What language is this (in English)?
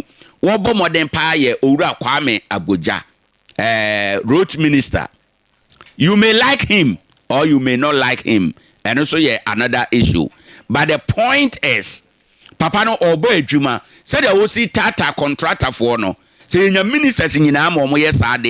Akan